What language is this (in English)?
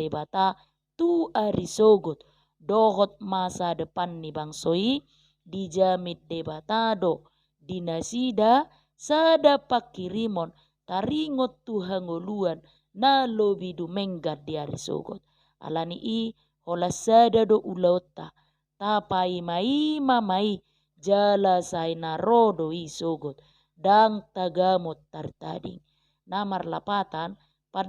Batak Toba